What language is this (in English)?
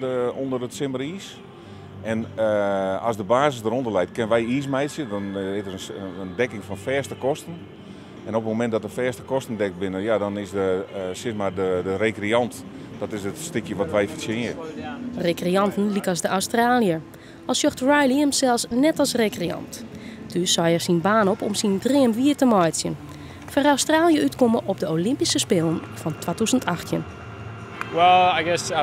Western Frisian